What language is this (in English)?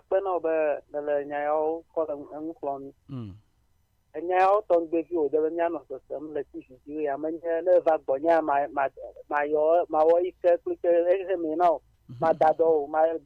Ewe